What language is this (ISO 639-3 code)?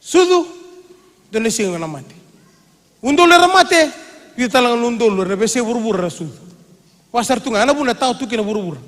fij